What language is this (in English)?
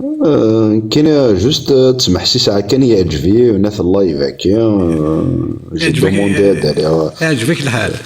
Kabyle